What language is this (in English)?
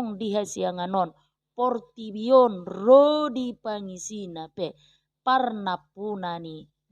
Batak Toba